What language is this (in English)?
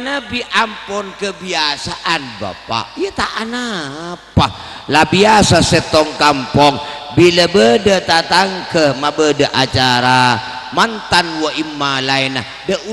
Madurese